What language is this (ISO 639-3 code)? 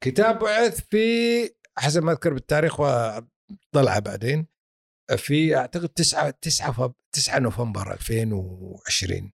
afb